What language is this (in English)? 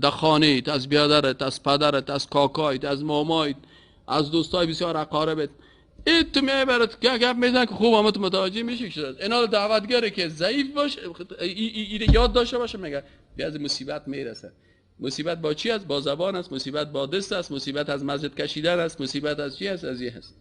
Persian